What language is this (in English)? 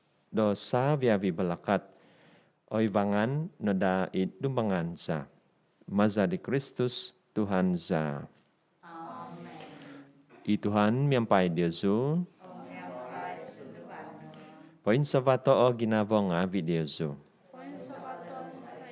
Central Dusun